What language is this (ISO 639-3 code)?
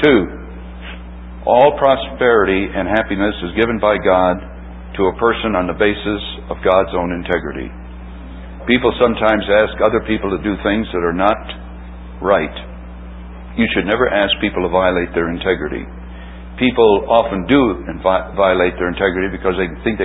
eng